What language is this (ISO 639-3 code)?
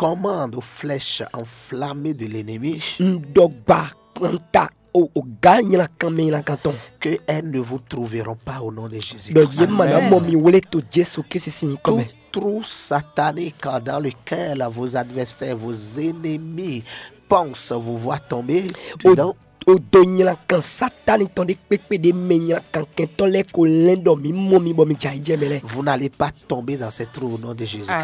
fon